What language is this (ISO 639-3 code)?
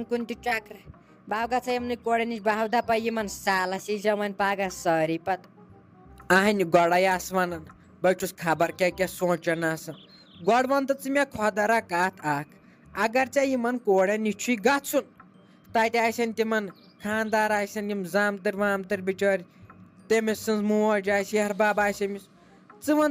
kas